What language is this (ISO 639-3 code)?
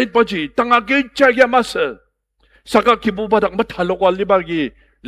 njo